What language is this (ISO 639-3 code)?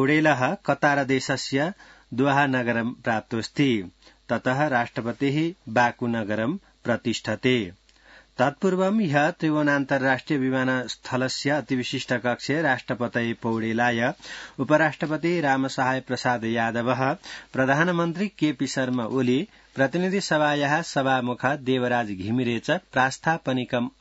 san